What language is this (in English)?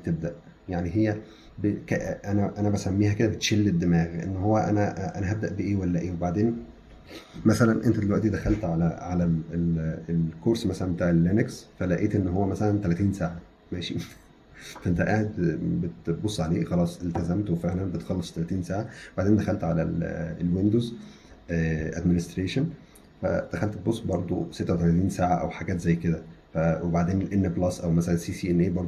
Egyptian Arabic